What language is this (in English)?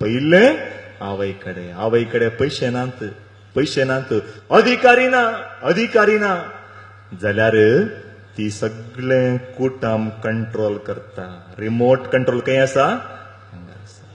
Konkani